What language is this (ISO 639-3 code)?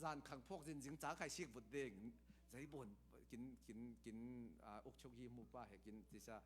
cfm